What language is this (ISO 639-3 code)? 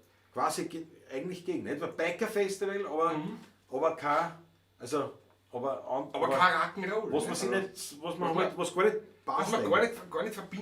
bar